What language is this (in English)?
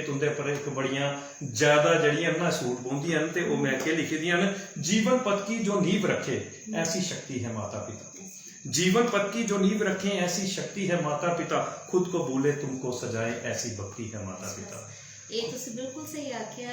Dogri